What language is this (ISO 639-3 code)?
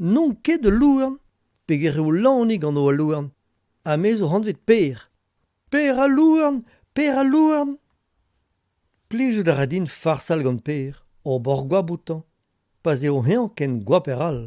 bre